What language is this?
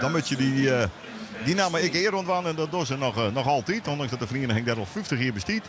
Western Frisian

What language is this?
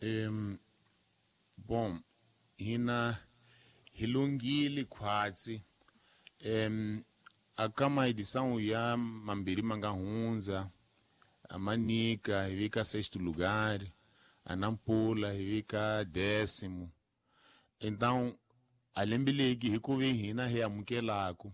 Tsonga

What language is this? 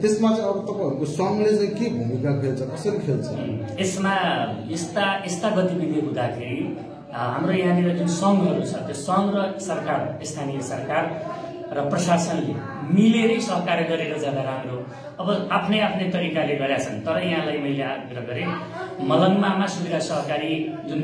Nepali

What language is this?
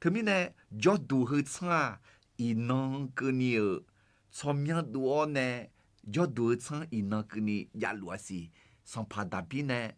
Akha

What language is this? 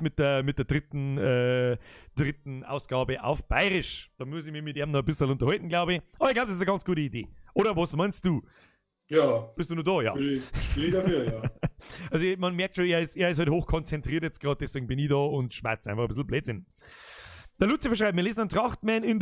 Bavarian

